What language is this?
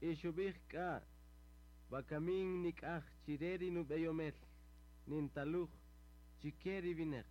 Kaqchikel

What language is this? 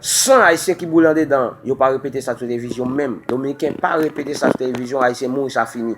Haitian Creole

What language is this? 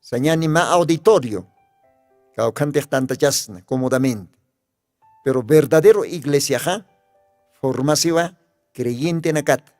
Aymara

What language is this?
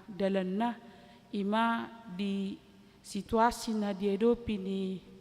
Batak Toba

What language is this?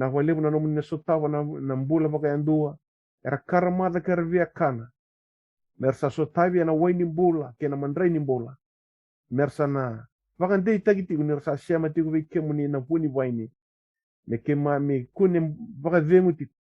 Fijian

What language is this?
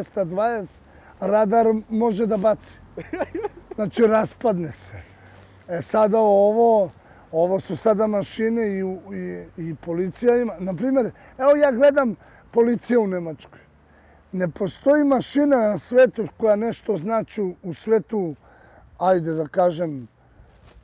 Serbian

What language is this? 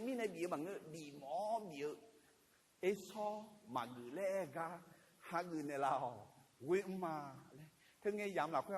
Akha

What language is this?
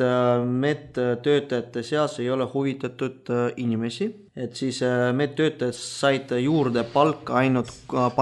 Estonian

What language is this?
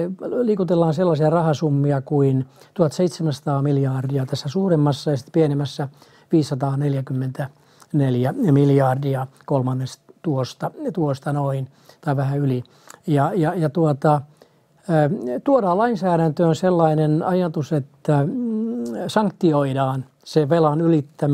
Finnish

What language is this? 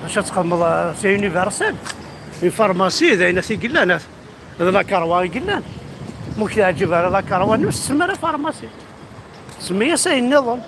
Kabyle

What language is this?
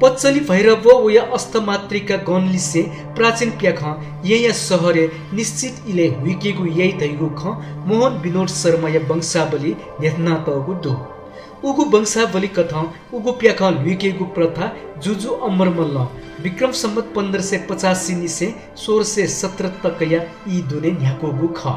Newari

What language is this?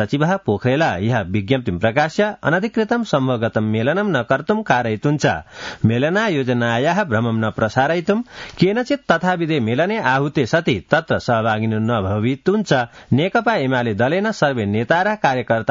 Sanskrit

